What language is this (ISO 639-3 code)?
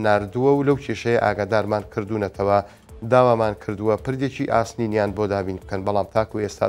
ckb